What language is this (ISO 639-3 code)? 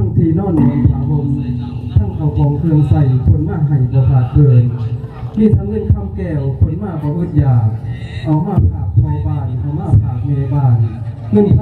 tts